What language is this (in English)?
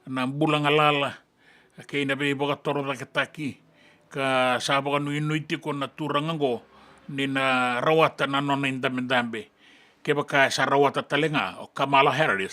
Fijian